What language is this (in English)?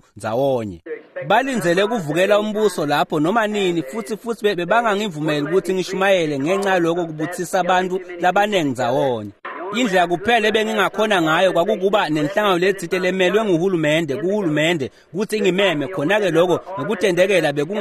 Swati